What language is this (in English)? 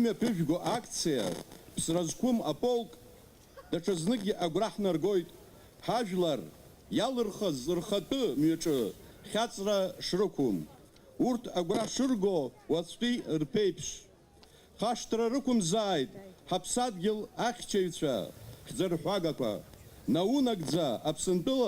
Abkhazian